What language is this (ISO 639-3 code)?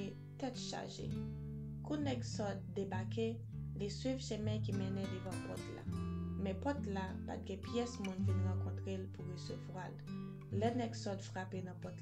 hat